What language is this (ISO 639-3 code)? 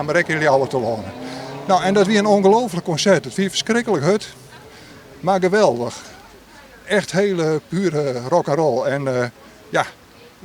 fry